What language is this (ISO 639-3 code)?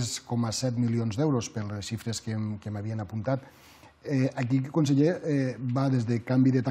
cat